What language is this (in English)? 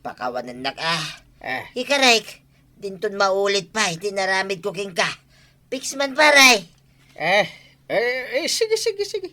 Iloko